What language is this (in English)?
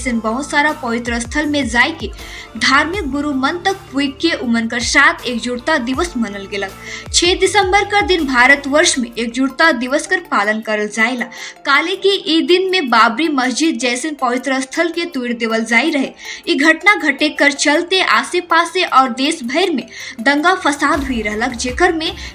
Sadri